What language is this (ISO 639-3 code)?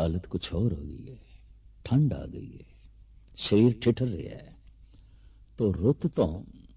pan